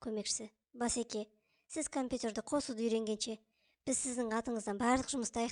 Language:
Kazakh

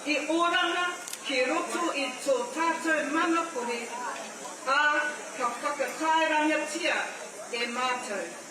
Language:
Māori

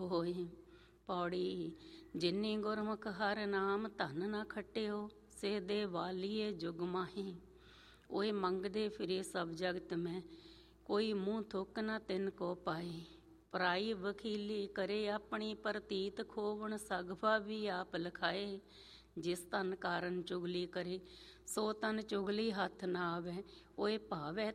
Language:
Punjabi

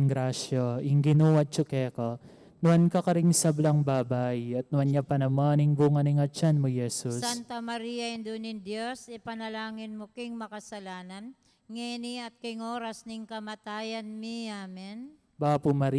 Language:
Pampanga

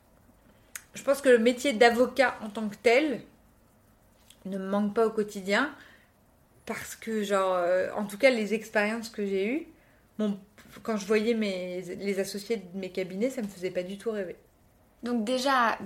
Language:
French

